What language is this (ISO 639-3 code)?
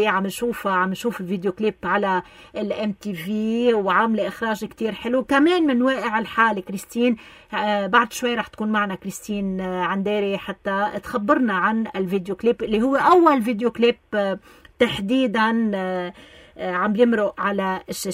apc